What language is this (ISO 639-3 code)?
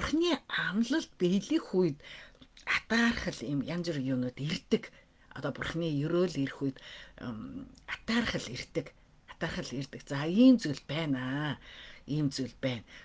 mon